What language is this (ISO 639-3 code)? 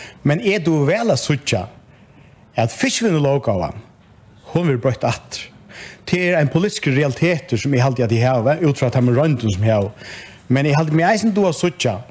fao